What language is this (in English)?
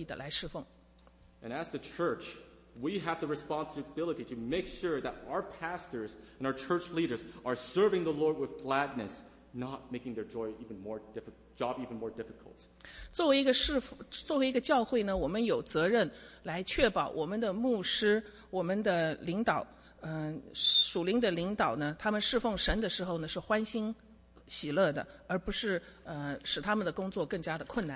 Chinese